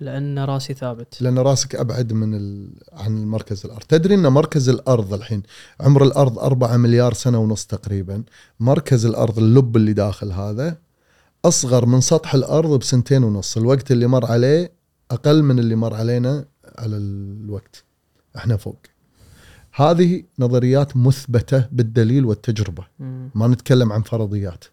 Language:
Gulf Arabic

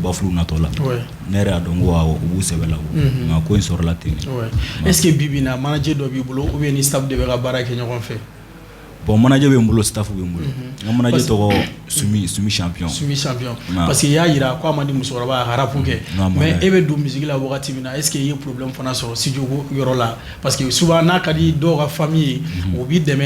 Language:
Bambara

